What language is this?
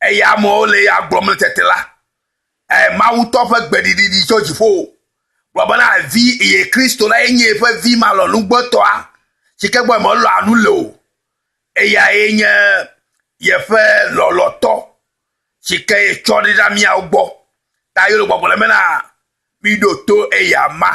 Ewe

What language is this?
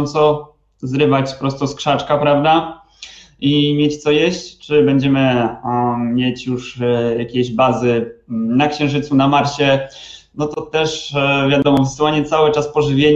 Polish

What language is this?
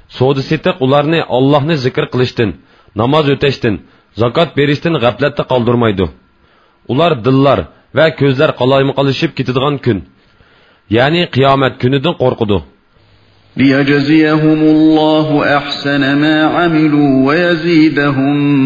Uyghur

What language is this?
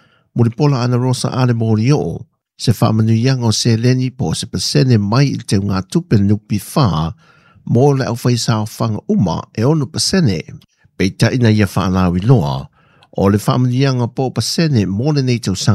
Samoan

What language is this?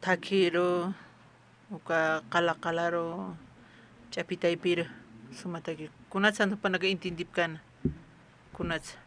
Aymara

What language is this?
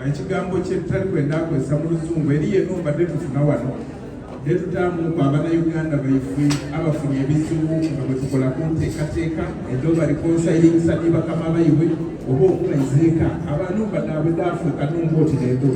Soga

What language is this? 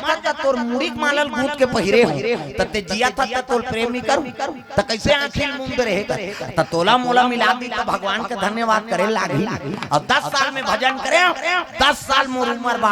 Chhattisgarhi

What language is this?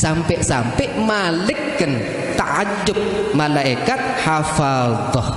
Sasak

